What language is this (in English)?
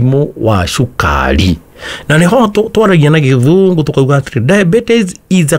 Kikuyu